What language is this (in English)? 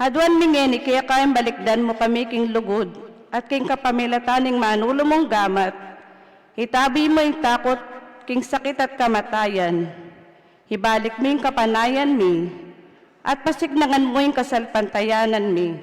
Pampanga